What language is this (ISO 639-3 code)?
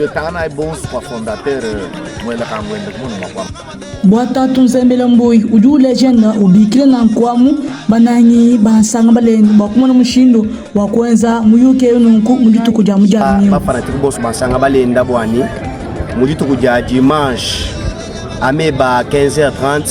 lua